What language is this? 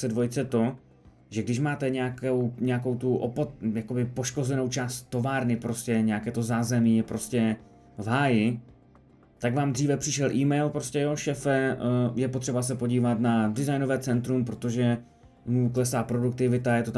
Czech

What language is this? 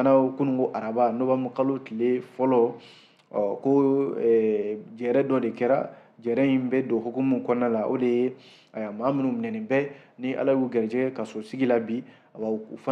Bambara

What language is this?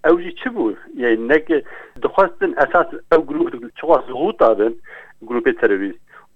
Kurdish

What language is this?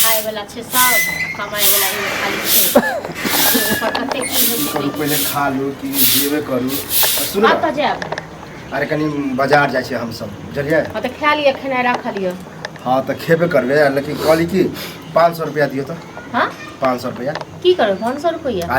Maithili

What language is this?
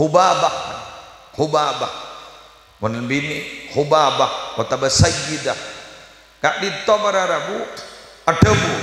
Madurese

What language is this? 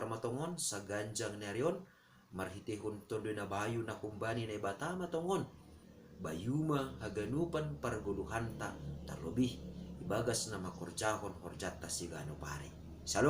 Batak Simalungun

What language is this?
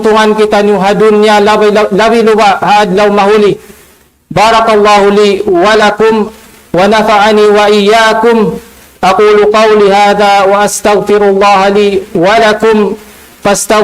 Tausug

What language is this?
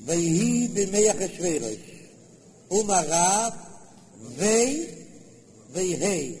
Yiddish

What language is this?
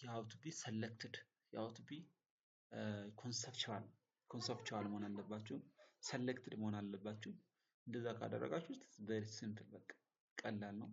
Amharic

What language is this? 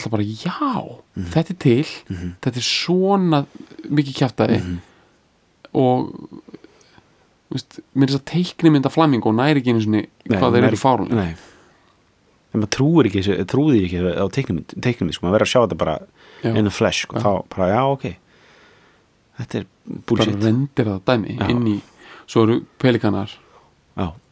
Icelandic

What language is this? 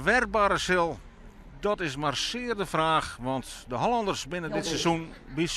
Western Frisian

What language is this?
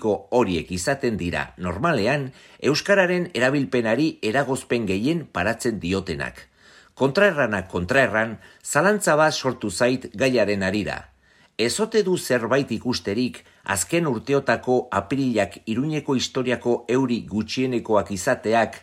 Basque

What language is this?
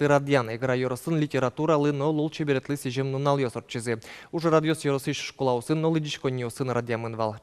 Udmurt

